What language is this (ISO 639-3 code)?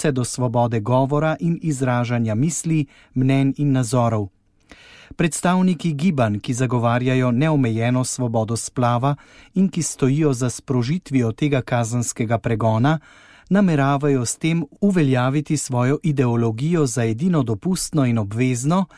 slv